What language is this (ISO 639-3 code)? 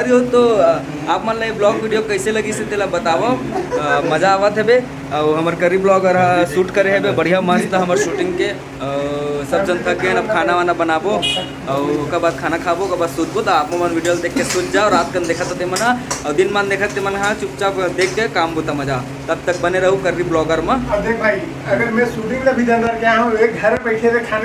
hne